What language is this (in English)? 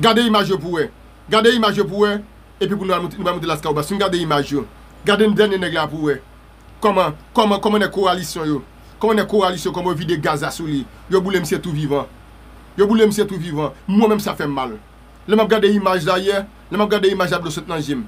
Haitian Creole